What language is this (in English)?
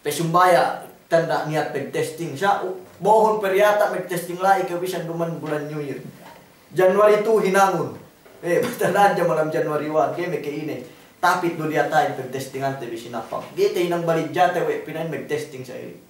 Yakan